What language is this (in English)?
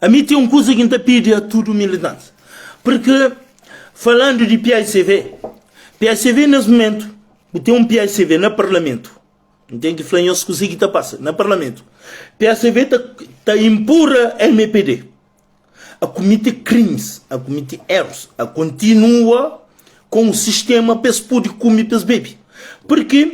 Kabuverdianu